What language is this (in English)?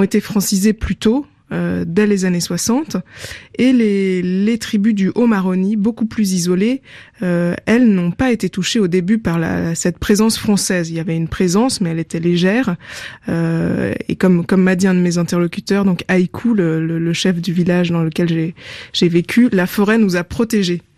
French